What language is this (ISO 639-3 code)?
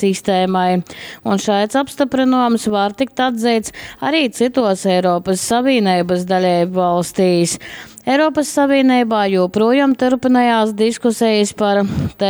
ltg